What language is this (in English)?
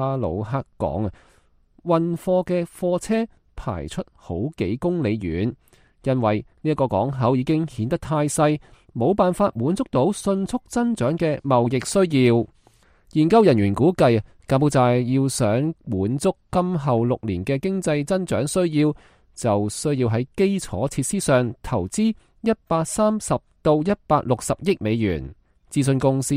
Cantonese